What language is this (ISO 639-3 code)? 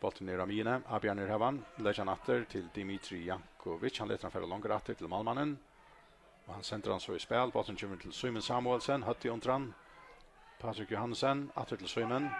fao